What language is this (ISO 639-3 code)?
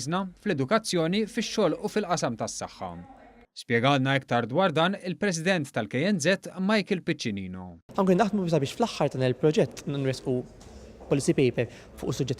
mlt